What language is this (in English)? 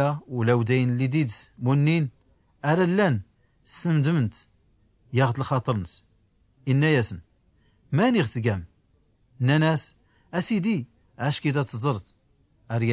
Tachelhit